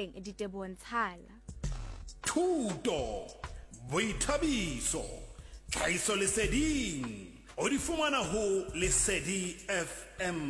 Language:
Southern Sotho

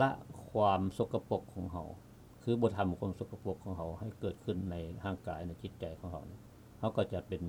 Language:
Lao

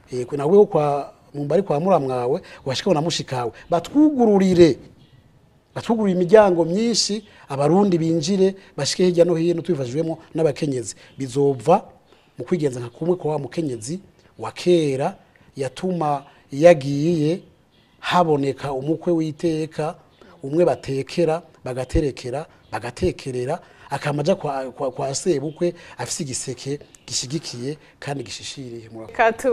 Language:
Rundi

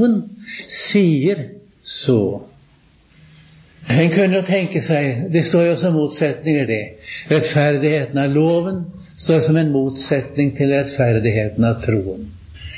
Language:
Norwegian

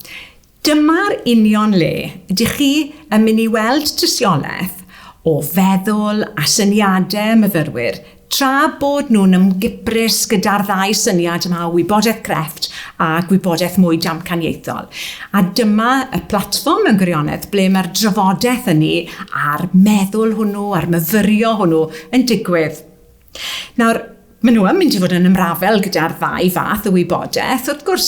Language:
Welsh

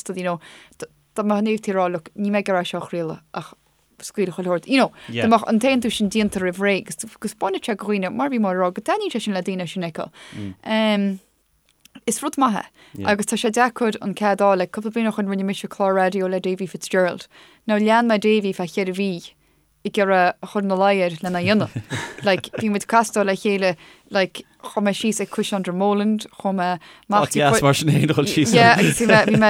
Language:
Irish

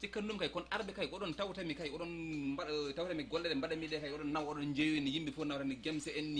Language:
Fula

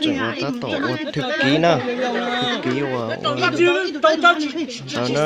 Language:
Hmong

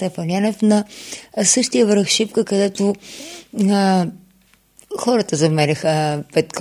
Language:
Bulgarian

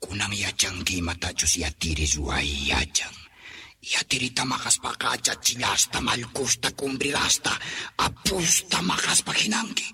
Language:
South Bolivian Quechua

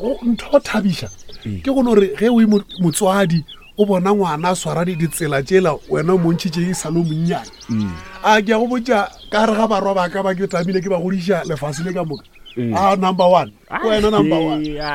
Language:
Northern Sotho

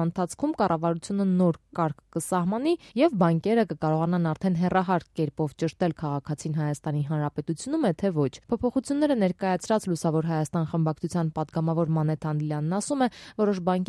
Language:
Armenian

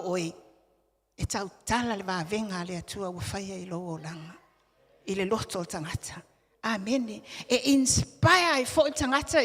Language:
Samoan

